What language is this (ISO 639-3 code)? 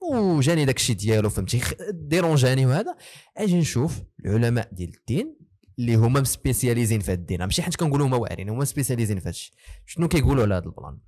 ary